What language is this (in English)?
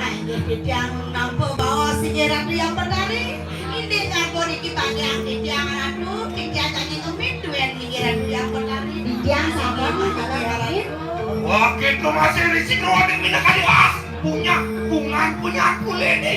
Balinese